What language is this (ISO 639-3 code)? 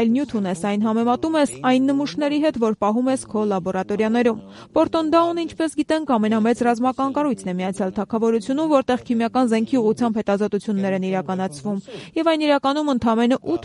hye